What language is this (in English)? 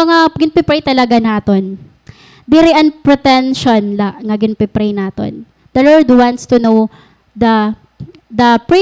Waray